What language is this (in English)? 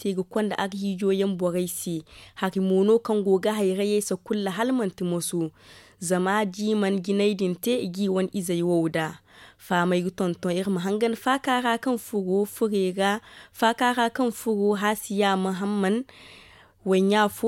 Zarma